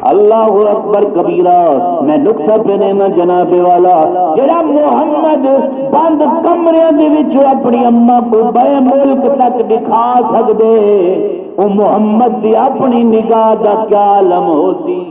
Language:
Saraiki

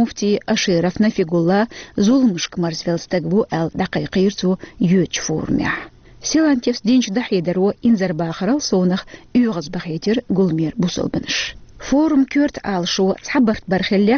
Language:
Chechen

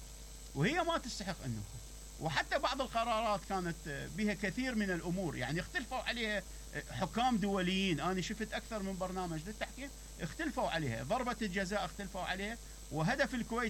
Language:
Mesopotamian Arabic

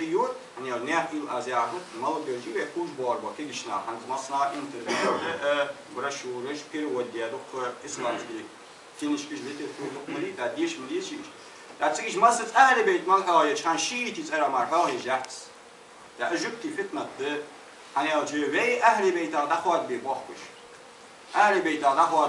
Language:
Ingush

